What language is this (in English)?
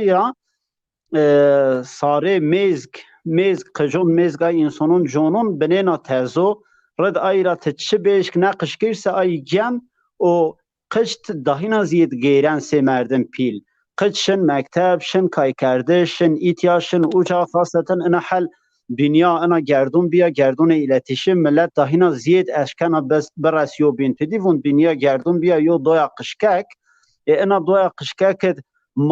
Zaza